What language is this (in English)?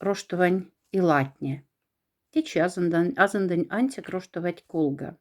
Moksha